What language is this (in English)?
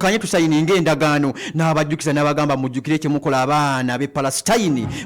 Ganda